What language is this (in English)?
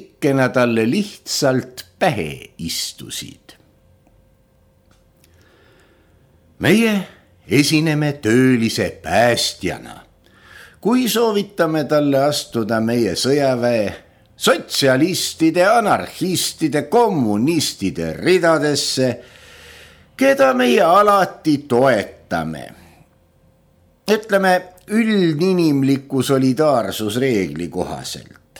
Estonian